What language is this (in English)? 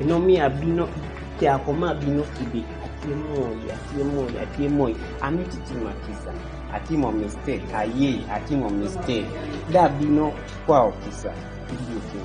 Kumam